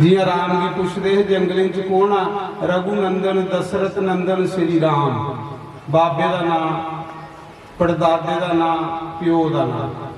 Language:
Dogri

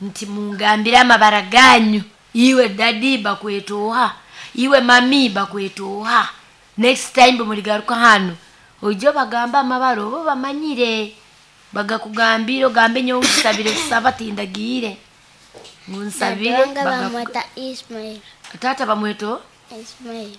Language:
Nyoro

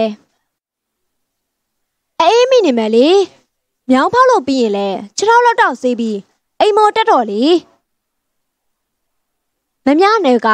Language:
Burmese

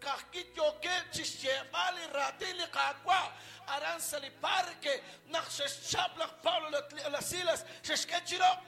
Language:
Kekchí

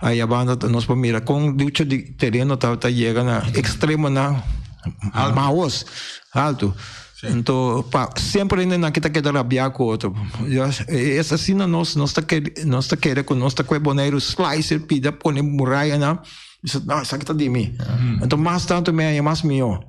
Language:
Papiamento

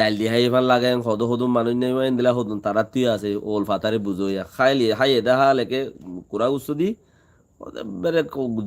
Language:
Rohingya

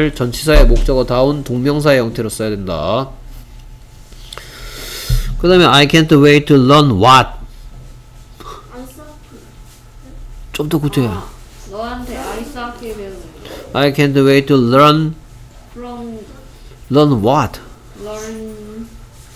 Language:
Korean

